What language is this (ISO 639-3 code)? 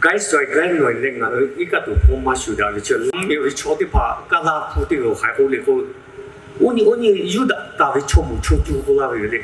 lhu